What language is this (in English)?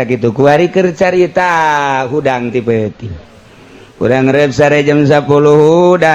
Sundanese